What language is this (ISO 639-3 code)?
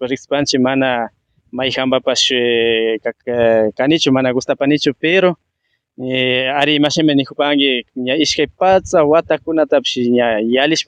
qvi